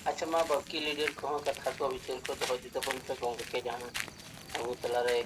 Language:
Santali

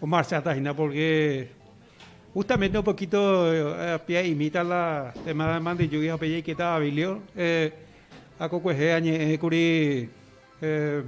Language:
Guarani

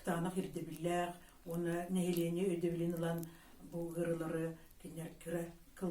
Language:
Yakut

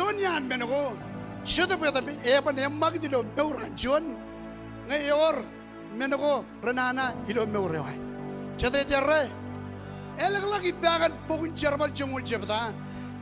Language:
Marshallese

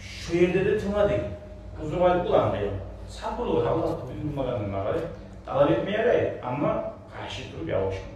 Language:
Kumyk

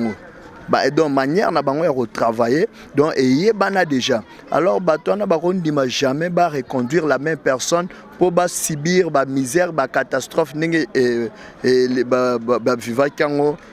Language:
Lingala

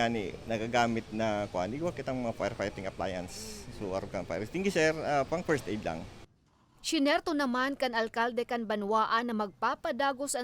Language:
Bikol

